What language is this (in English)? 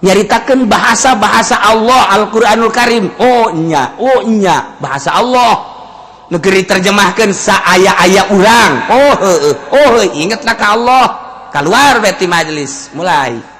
Sundanese